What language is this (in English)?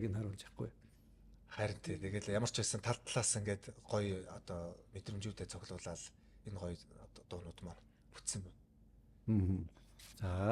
Mongolian